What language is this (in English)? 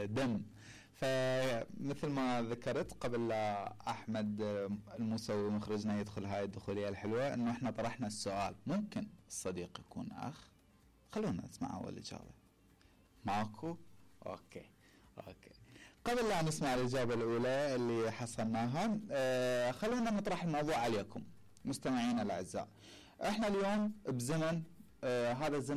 Mesopotamian Arabic